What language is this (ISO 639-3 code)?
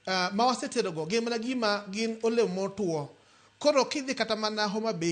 luo